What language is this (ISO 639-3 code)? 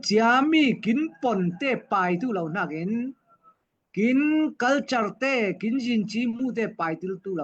cfm